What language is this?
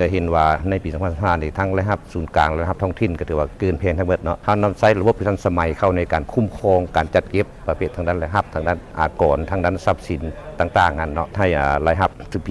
Lao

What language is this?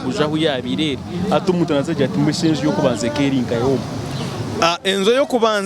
Nyankole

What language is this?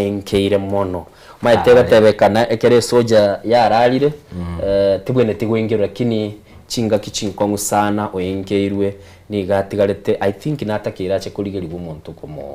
Gusii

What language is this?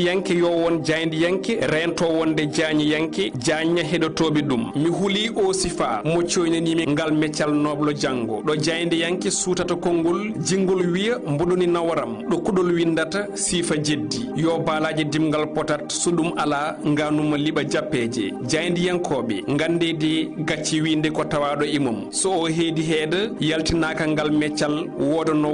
Fula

